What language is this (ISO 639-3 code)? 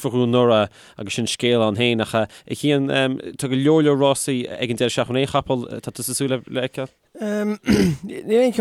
gle